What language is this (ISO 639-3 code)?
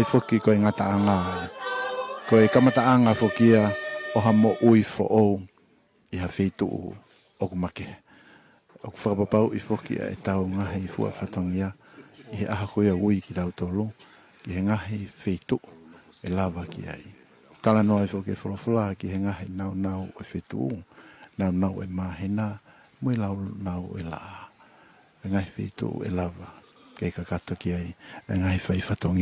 ton